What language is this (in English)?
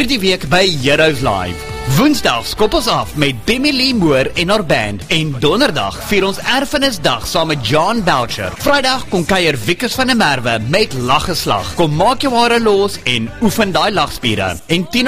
Afrikaans